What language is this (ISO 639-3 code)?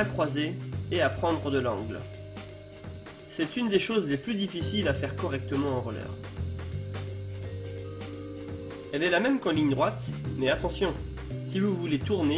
fra